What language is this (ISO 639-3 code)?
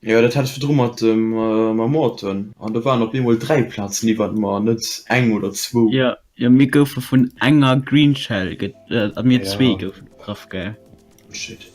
ltz